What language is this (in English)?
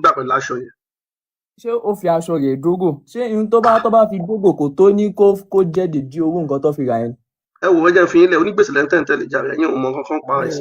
Yoruba